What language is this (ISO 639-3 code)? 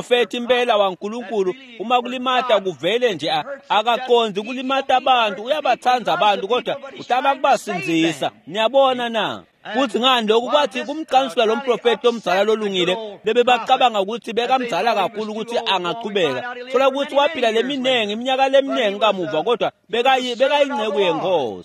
ssw